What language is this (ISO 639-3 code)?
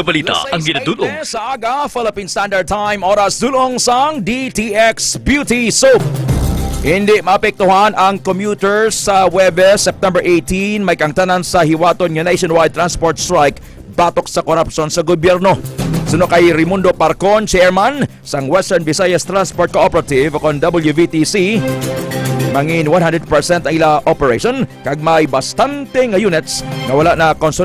hil